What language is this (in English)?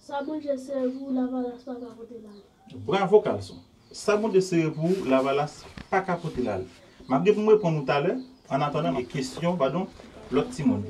Haitian Creole